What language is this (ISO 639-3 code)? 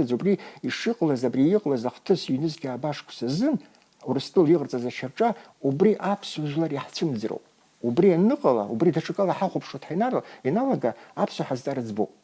abk